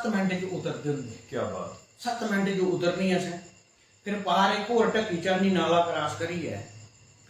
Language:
Dogri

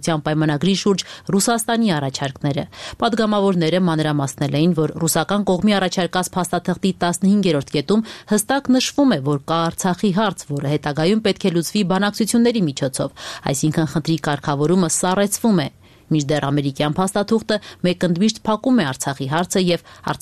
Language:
Armenian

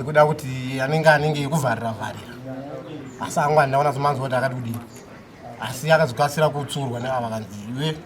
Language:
Shona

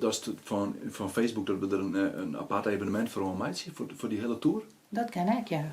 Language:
Western Frisian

